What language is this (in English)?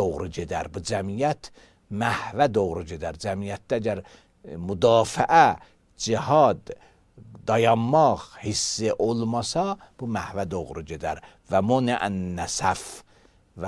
Azerbaijani